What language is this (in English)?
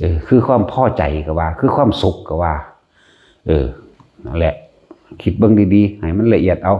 Lao